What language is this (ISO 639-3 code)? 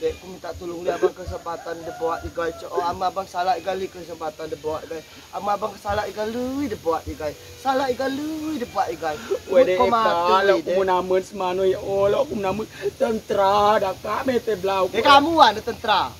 rej